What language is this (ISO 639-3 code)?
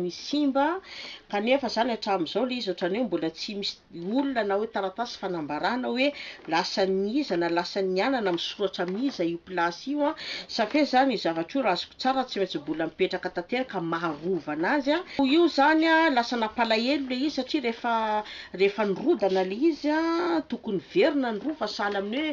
mlg